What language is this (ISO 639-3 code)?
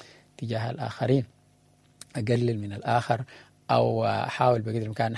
apd